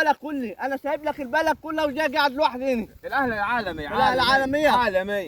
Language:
Egyptian Arabic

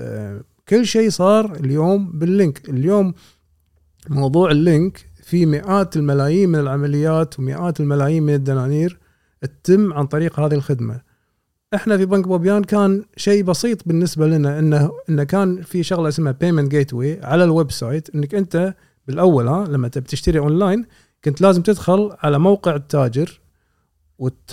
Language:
Gulf Arabic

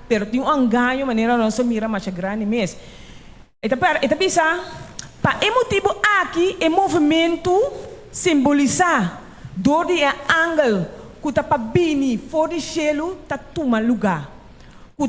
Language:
Papiamento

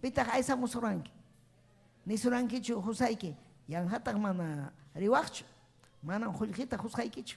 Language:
Ayacucho Quechua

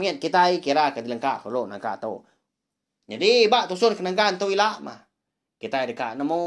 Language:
Iban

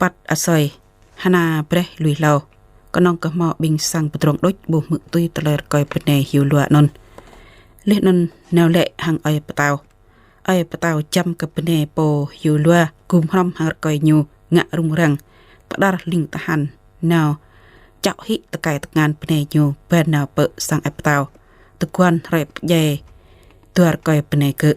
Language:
Jarai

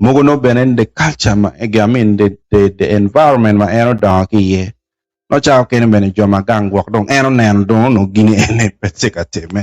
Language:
Acoli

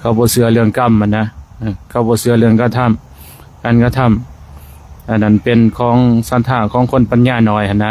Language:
Lao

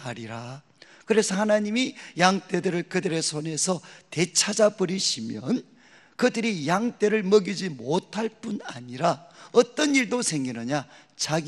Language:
Korean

